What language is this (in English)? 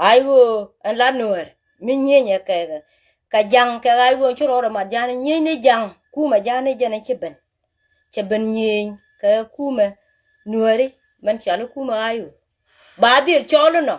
Nuer